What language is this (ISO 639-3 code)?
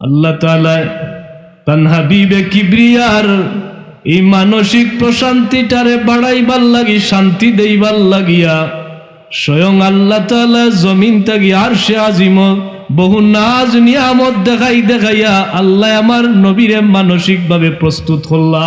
syl